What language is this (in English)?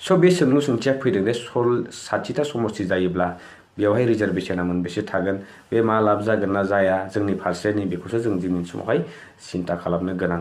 Bodo